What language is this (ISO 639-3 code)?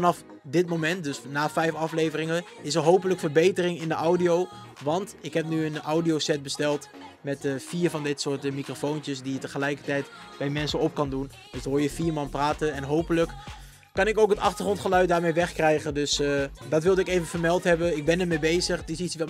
nld